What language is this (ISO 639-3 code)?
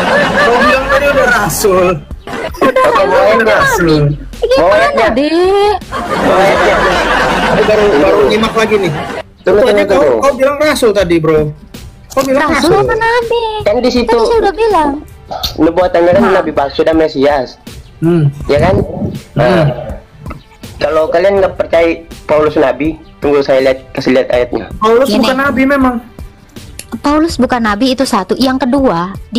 ind